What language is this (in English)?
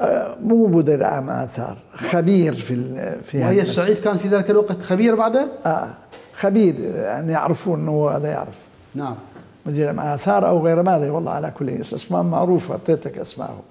Mesopotamian Arabic